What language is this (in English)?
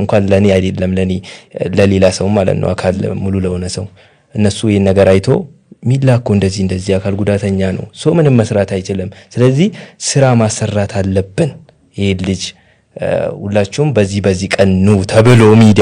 Amharic